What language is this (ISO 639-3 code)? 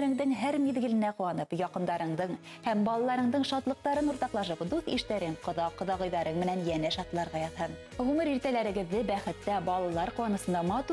bak